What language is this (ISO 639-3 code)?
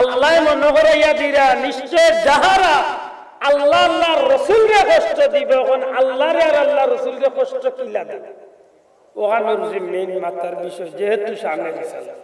syl